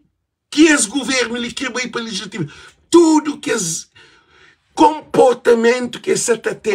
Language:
Kabuverdianu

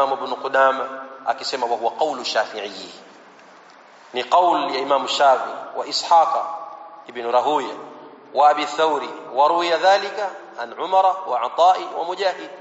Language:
Swahili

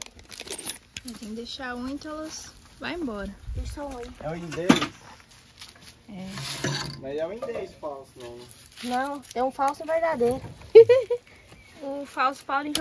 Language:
Portuguese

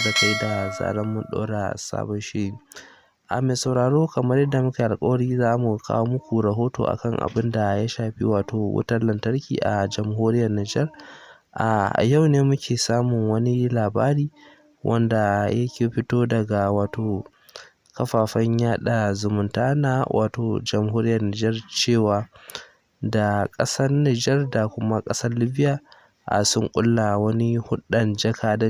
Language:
Hausa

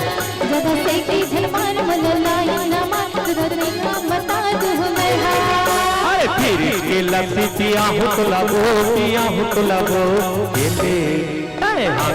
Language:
Chhattisgarhi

